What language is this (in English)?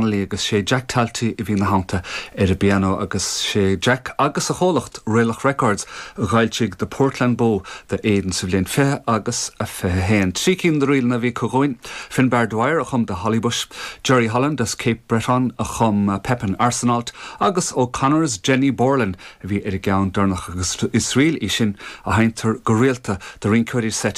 Irish